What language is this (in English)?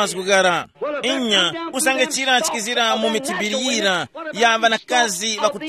Tumbuka